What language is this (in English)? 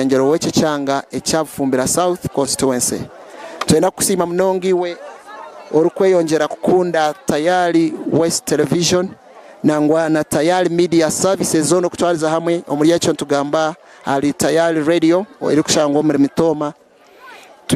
Nyankole